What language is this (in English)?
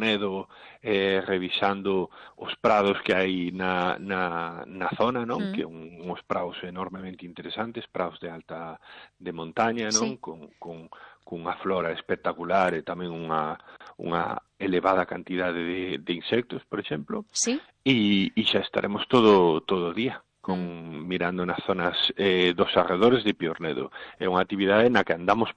Galician